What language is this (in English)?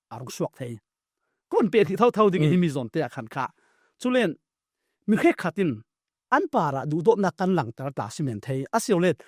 Falam Chin